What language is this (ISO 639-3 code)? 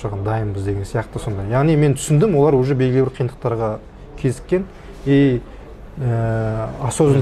kaz